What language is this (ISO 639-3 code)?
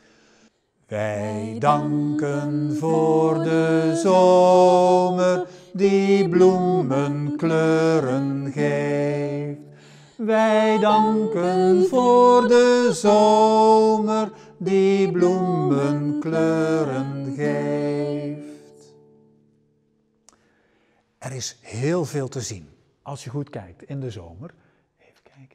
nld